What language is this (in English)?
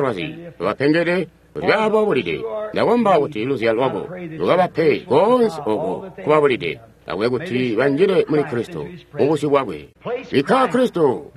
Tonga (Zambia)